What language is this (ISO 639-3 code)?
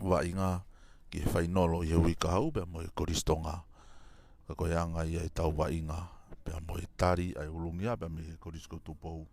ton